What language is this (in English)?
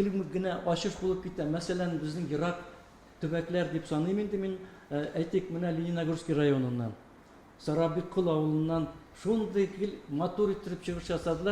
Tatar